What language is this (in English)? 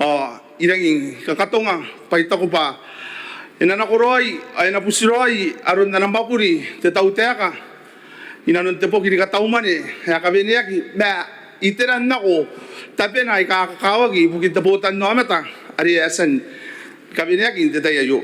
Gilbertese